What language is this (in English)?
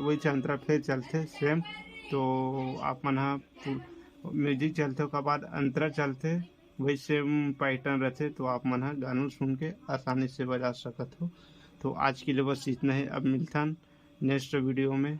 Chhattisgarhi